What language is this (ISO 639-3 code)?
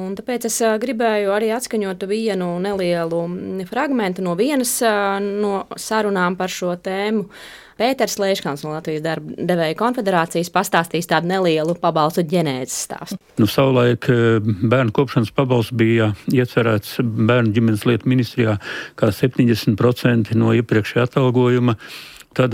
lav